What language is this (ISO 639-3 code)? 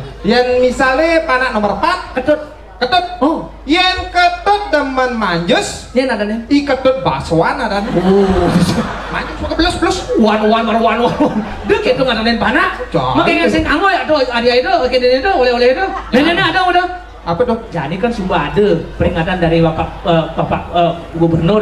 ban